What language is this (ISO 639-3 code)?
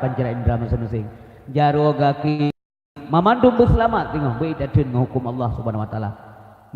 ace